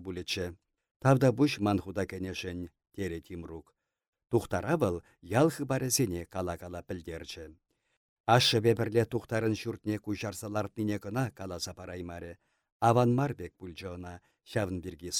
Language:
Chuvash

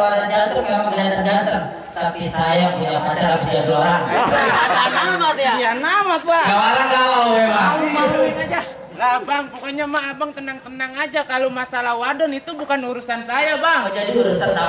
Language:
Betawi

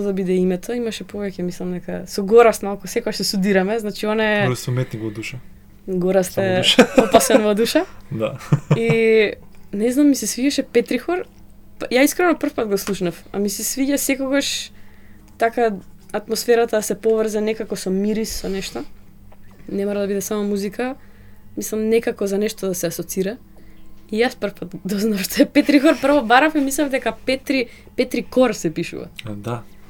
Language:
Macedonian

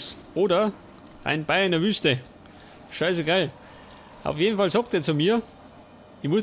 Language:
Bavarian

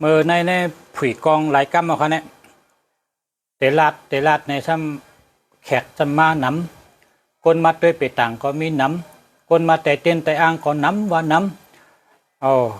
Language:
Shan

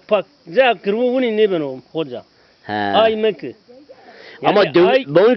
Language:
Zaza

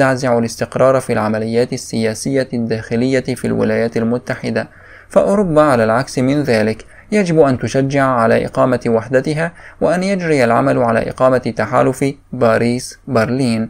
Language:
Arabic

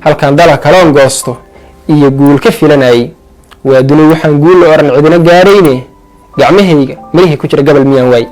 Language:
Somali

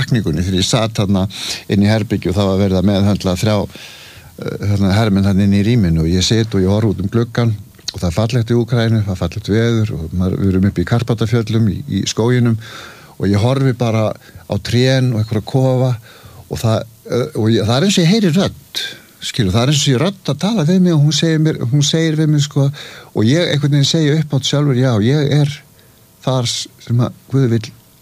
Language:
Icelandic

